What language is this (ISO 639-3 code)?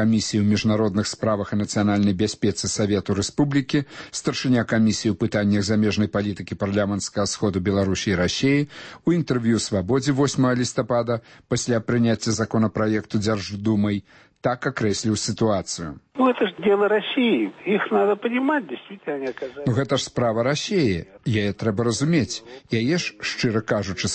bel